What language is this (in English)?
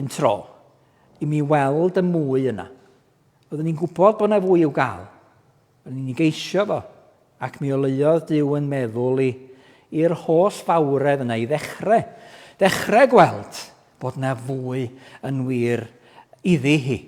Welsh